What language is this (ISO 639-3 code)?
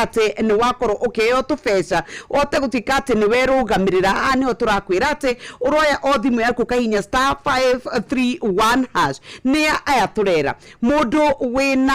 kik